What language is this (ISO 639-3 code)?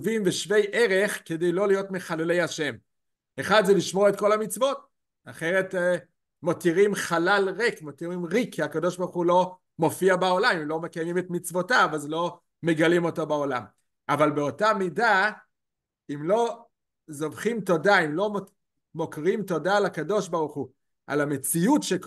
heb